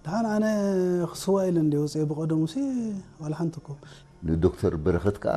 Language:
Tigrinya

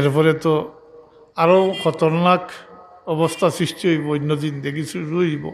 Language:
Sylheti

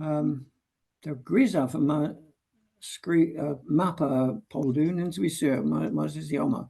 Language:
Cornish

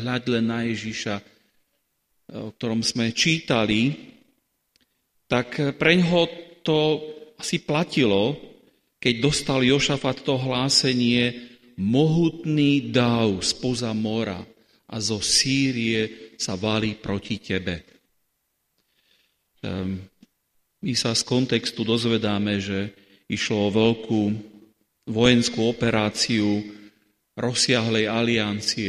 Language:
Slovak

